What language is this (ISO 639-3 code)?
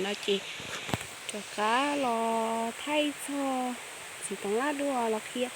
hmn